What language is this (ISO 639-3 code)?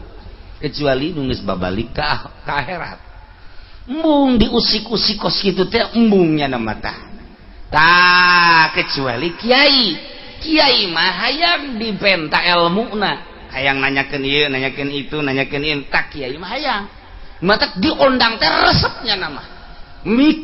sun